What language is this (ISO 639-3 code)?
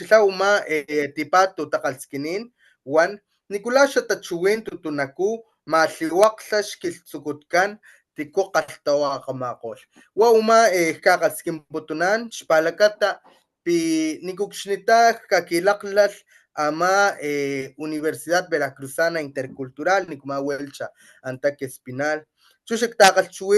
top